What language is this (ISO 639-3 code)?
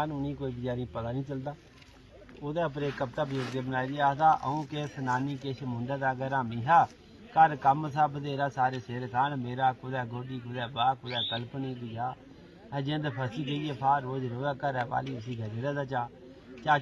doi